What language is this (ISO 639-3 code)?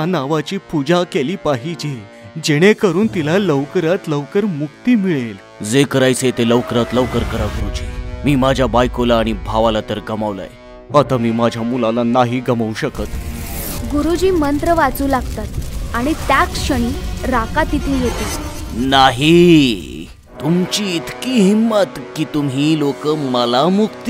mar